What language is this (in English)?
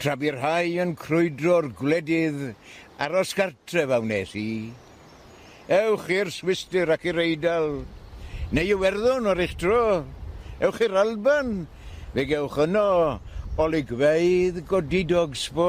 Welsh